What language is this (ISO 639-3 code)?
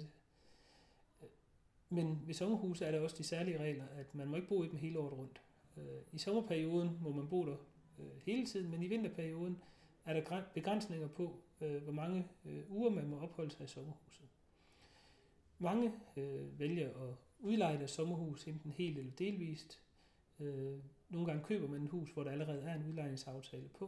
dan